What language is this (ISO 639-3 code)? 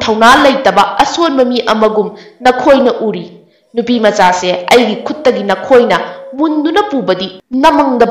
mni